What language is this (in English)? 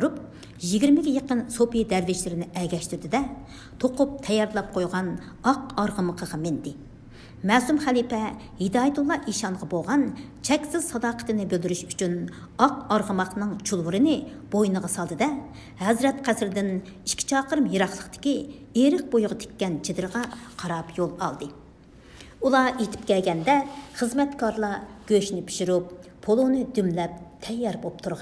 Uyghur